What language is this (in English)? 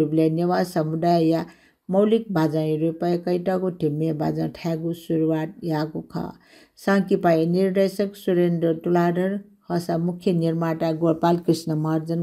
Newari